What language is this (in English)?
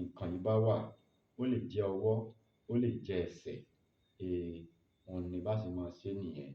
Yoruba